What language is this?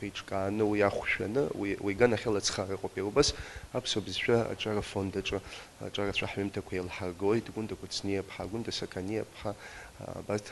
Abkhazian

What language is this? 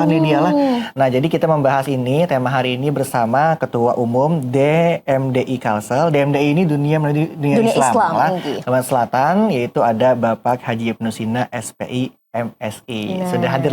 Banjar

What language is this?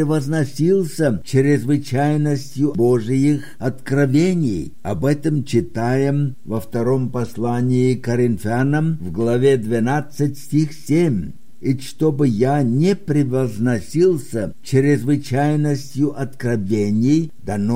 Russian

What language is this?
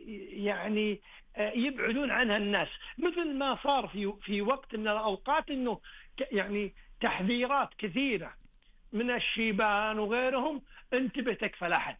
Najdi Arabic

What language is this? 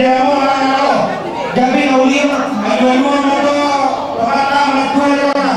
Batak Toba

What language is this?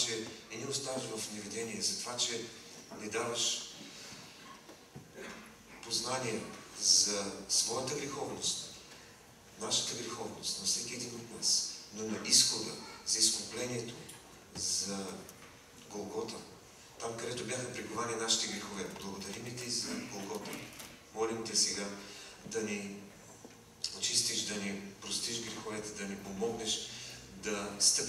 Bulgarian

